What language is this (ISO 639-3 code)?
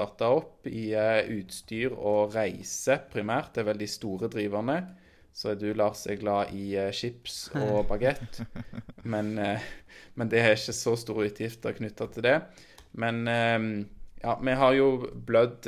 nor